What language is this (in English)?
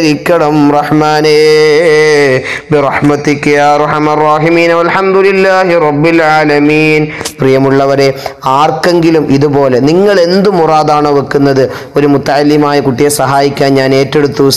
Malayalam